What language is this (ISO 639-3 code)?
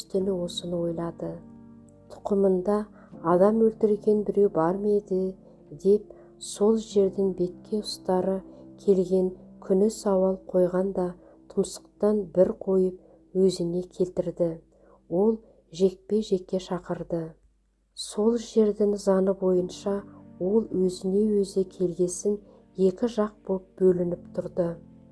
kaz